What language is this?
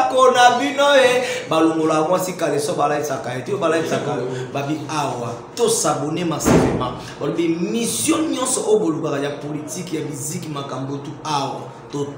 Lingala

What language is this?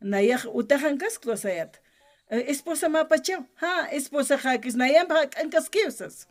Aymara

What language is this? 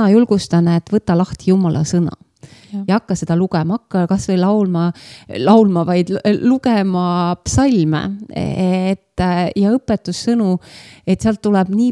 Estonian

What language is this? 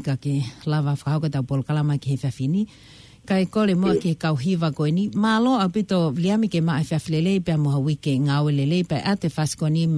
Tongan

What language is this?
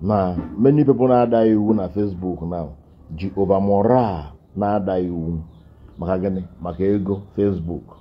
Igbo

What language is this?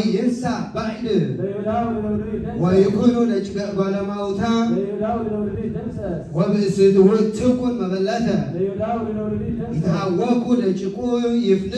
Geez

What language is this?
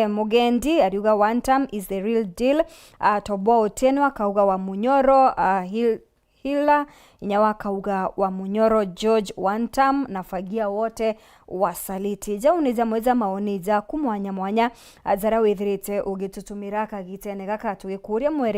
Meru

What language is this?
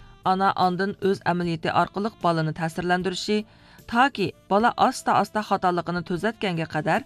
Uyghur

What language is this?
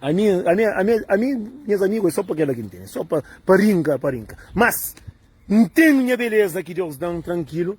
Kabuverdianu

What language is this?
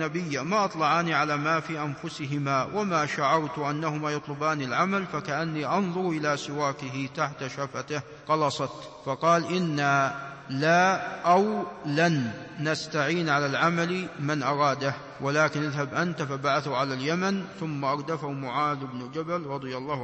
Arabic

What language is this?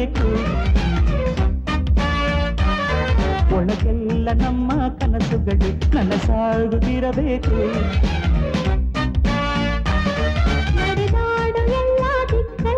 Kannada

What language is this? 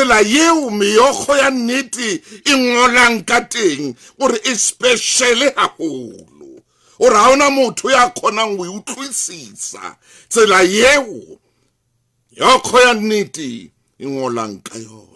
Southern Sotho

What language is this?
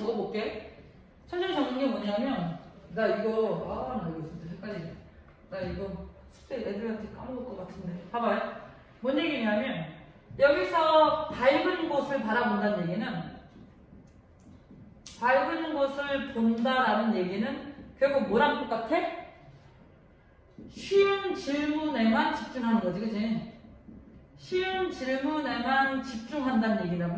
Korean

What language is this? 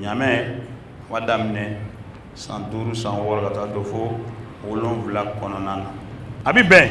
Bambara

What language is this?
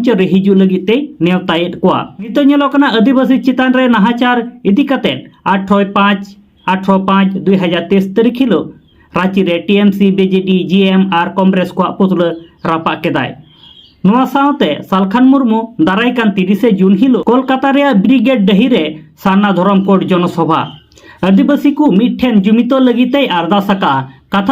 Santali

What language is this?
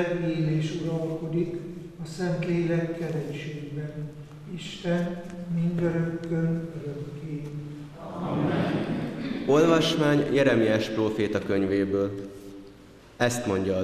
Hungarian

